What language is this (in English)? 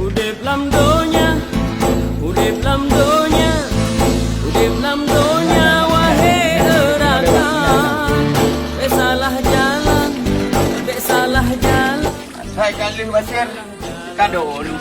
Achinese